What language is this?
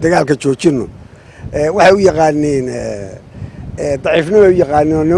Somali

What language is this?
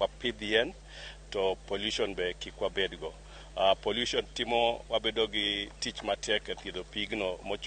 Luo (Kenya and Tanzania)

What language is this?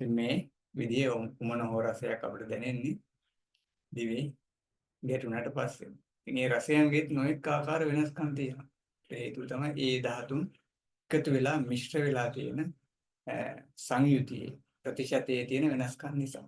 Sinhala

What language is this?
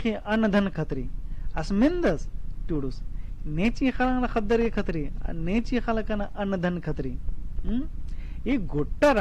Kurukh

